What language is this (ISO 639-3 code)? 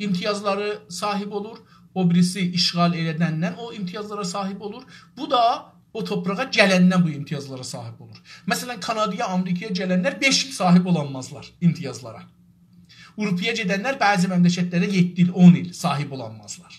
azb